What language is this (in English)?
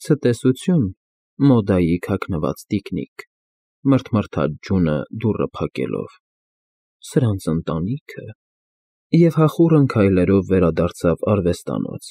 Armenian